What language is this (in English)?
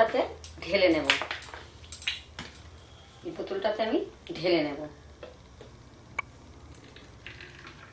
Bangla